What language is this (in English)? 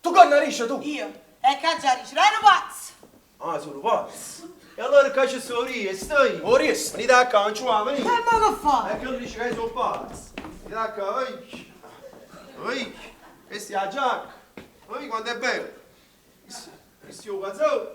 Neapolitan